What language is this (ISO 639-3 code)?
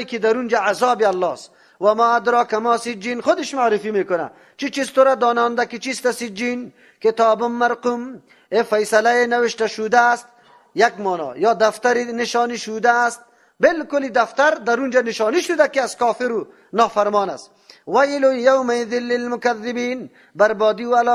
fas